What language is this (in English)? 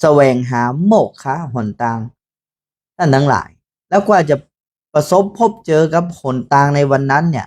Northern Thai